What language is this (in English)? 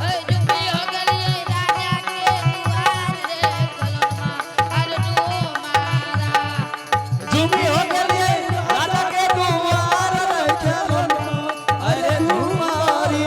Angika